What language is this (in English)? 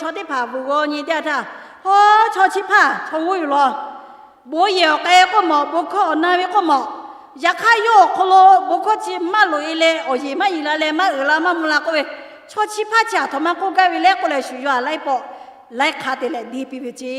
Lahu